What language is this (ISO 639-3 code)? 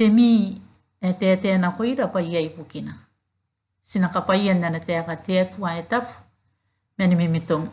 gil